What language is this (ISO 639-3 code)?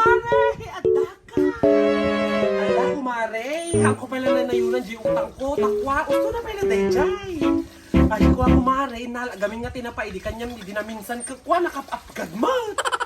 ilo